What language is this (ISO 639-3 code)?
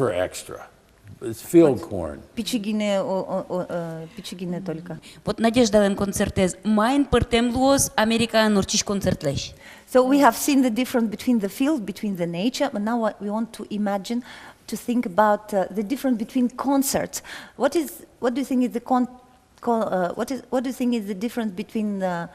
udm